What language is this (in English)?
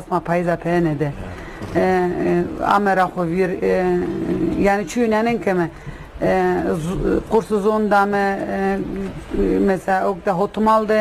Zaza